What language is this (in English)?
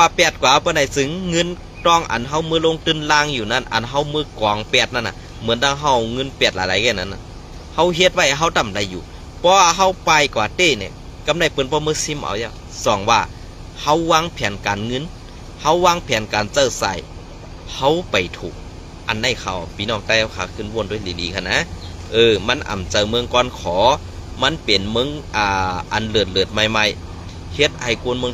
Shan